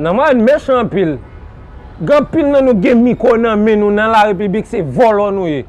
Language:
Haitian Creole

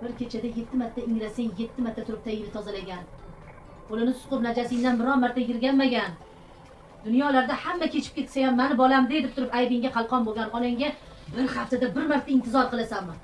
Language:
Uzbek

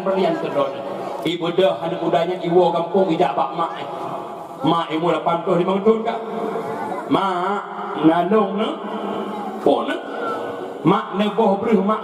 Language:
Achinese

